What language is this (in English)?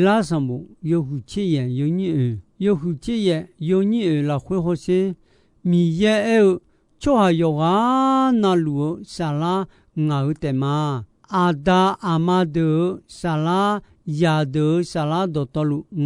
Akha